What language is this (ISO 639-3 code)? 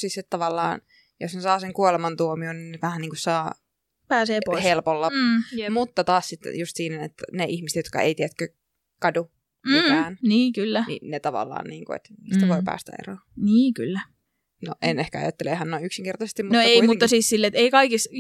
fin